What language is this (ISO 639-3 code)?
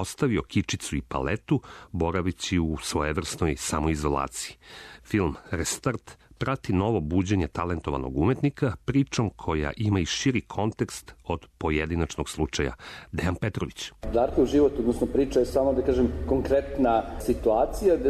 srp